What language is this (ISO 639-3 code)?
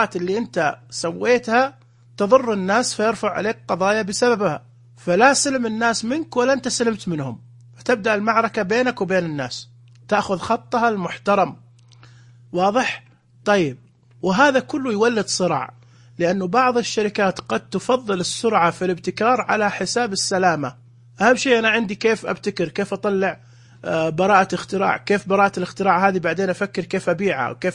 ars